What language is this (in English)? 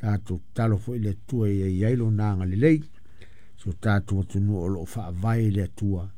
Samoan